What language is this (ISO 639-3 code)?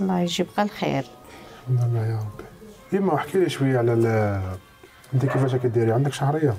arq